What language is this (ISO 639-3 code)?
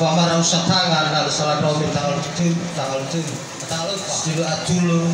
nia